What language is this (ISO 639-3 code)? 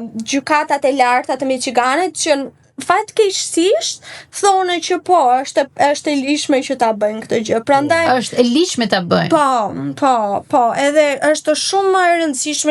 sqi